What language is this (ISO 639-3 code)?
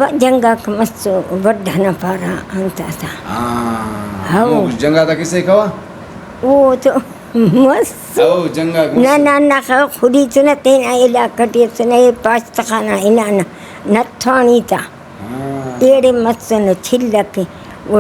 brh